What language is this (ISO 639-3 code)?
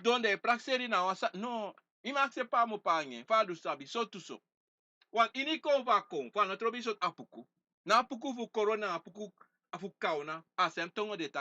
srn